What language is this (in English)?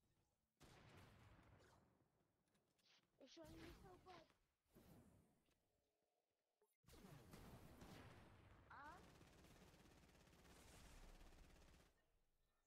Bulgarian